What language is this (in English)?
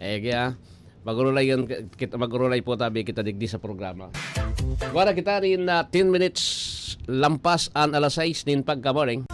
Bikol